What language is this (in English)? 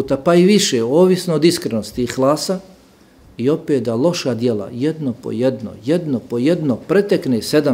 Bosnian